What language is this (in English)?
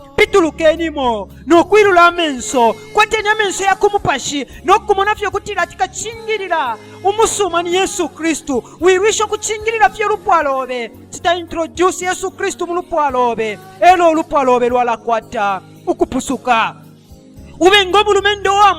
Bemba